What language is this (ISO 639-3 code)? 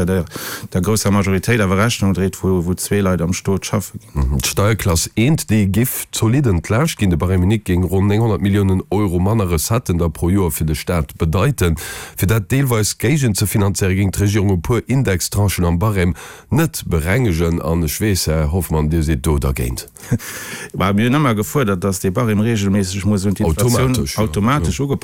ltz